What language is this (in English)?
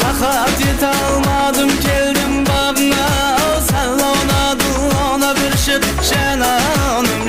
Kara-Kalpak